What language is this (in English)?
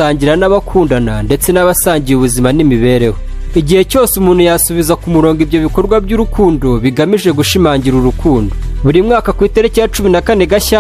Kinyarwanda